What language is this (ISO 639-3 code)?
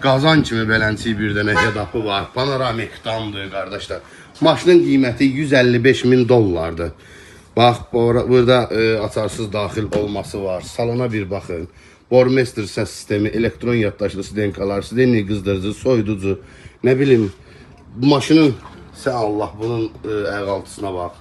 aze